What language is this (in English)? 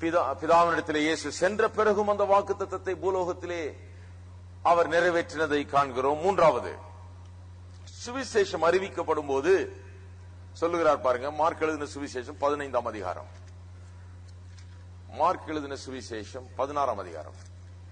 Tamil